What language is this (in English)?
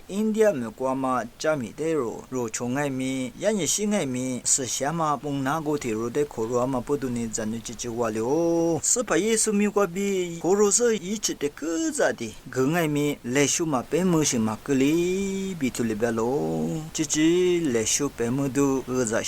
Lisu